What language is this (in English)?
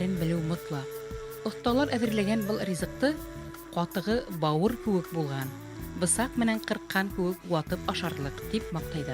Bashkir